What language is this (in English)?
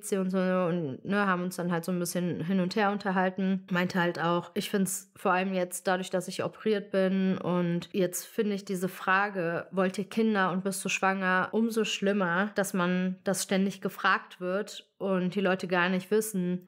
German